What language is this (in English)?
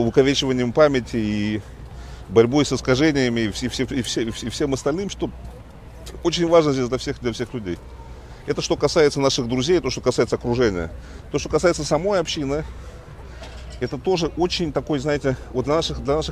Russian